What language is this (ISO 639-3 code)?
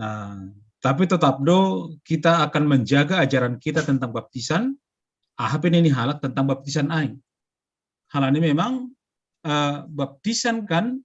bts